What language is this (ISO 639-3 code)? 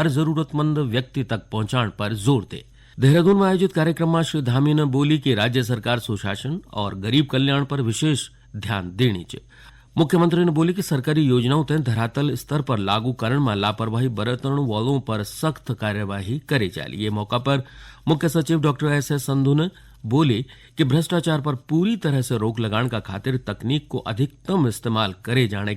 gbm